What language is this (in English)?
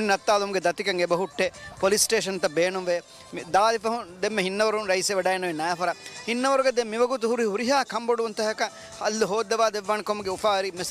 Divehi